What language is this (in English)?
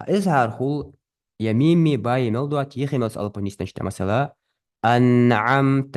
Ingush